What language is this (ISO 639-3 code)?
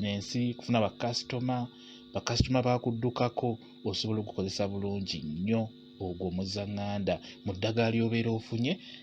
lug